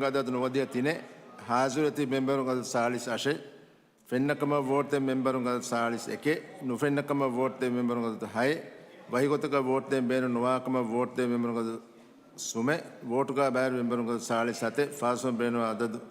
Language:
Divehi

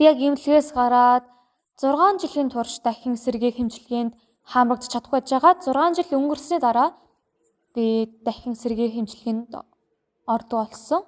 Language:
Mongolian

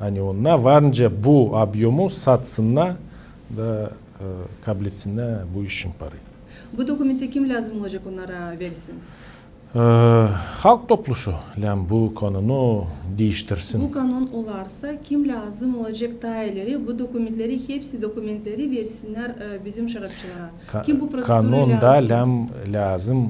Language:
Gagauz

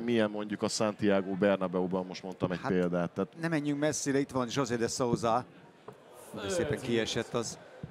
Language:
Hungarian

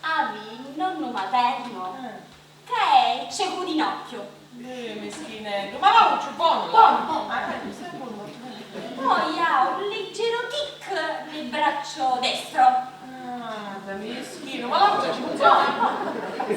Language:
Sicilian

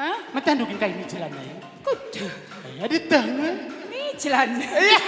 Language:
Batak Karo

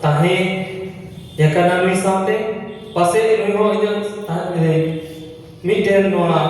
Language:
Santali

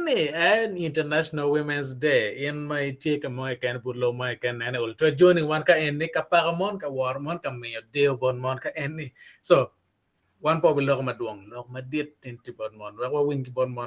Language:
Acoli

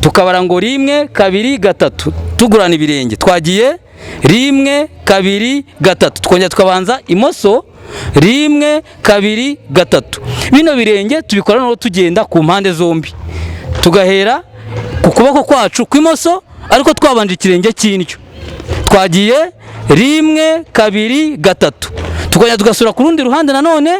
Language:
Kinyarwanda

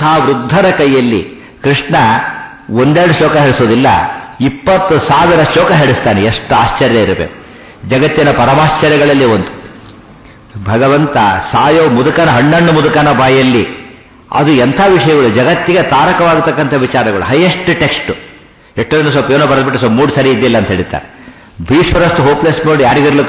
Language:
Kannada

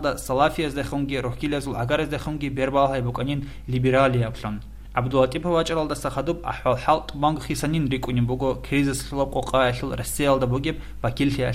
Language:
Avaric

